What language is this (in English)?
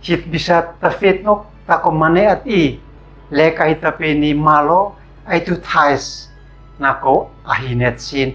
Uab Meto